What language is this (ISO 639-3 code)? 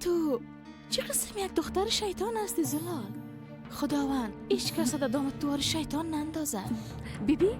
fas